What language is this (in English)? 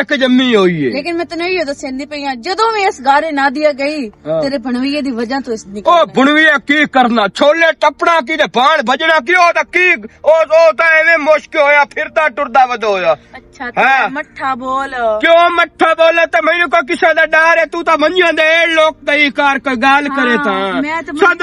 Western Panjabi